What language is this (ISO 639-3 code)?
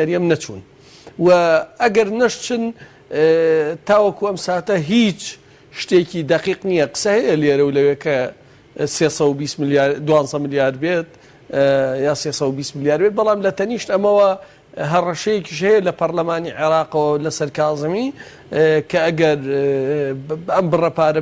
ckb